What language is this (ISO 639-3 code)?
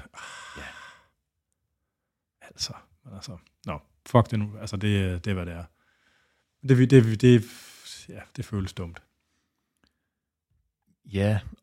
dan